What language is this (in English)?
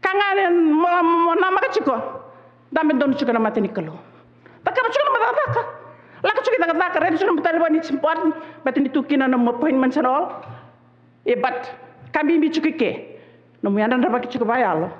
Fijian